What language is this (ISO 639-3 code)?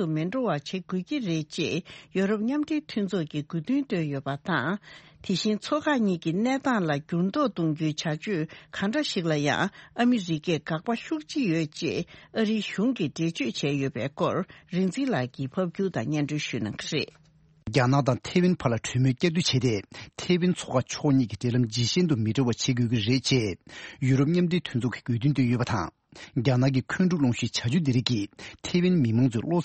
bod